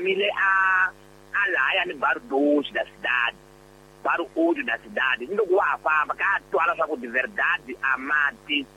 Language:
Tsonga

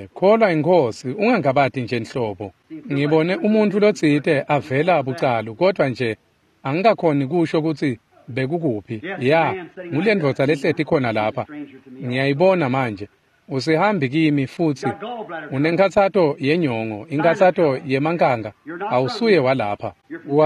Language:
Swati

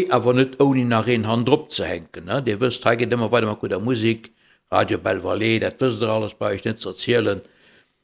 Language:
Luxembourgish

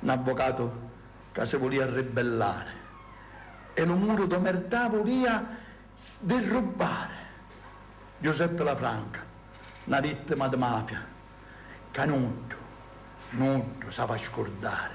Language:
Sicilian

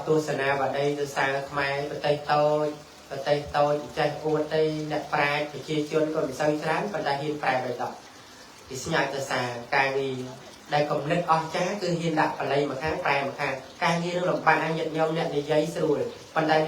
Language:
Khmer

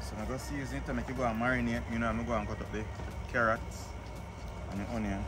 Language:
Jamaican Creole English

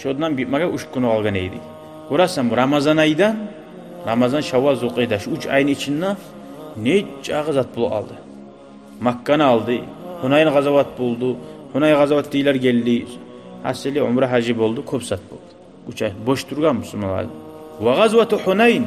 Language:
Kumyk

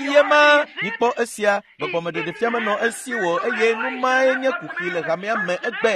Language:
Ewe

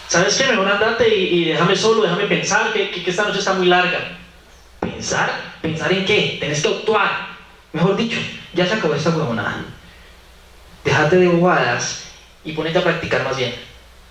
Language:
Spanish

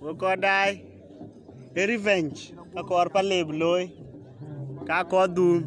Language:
Dinka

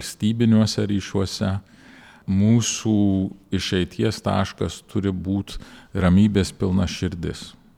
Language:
Lithuanian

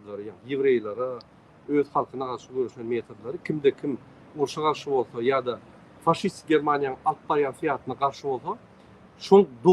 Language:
Turkmen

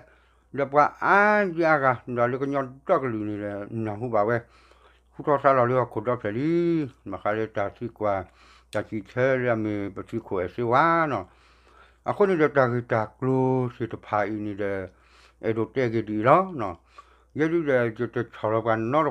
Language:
S'gaw Karen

